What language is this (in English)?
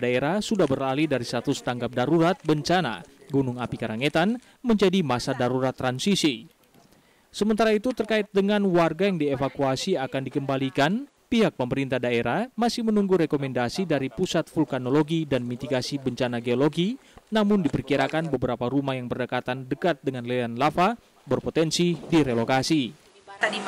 Indonesian